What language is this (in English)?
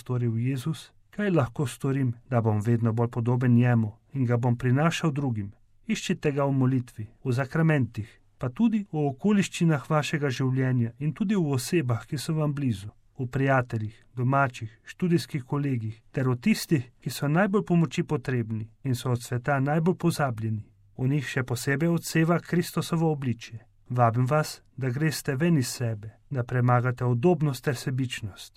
Slovenian